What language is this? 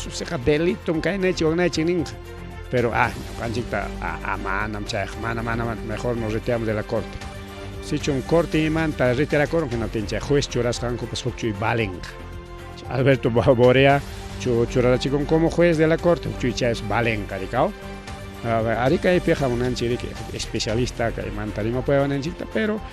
Ayacucho Quechua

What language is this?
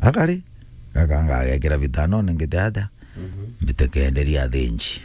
Meru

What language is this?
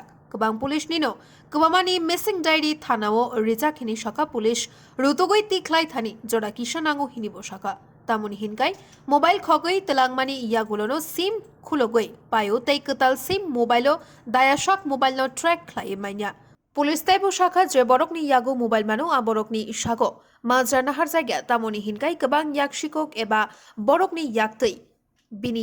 Kok Borok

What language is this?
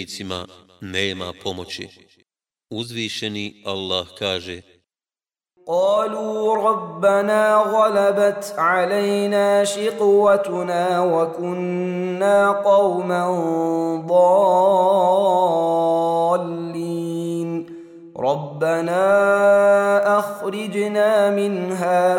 Bosnian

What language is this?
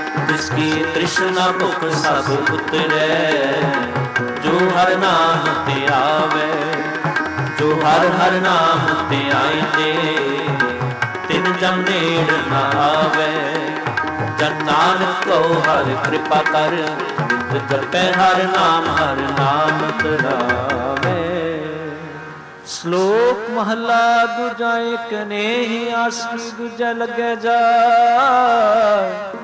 Punjabi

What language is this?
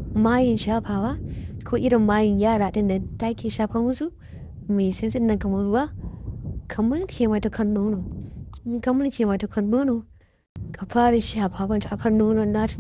Hausa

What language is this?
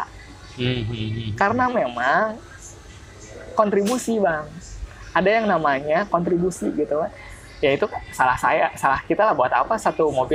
Indonesian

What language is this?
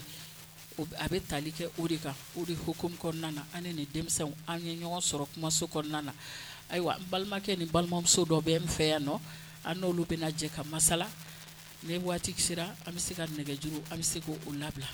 Bambara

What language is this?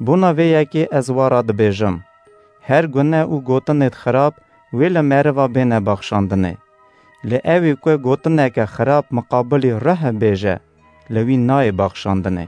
Kurdish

